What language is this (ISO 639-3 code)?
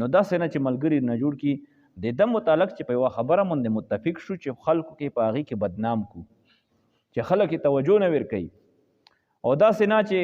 pus